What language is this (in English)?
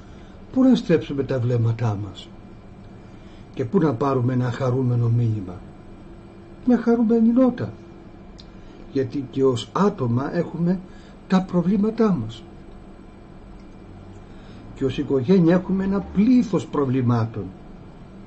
Greek